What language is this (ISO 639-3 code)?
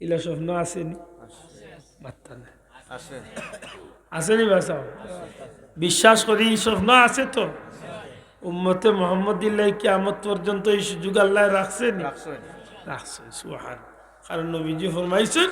syl